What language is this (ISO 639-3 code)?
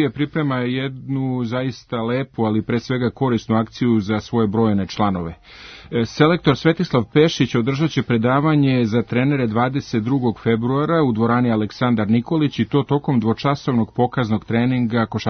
srp